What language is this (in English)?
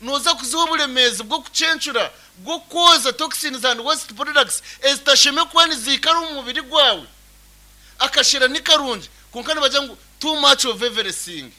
Nyankole